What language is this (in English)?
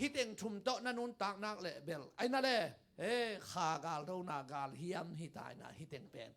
Tedim Chin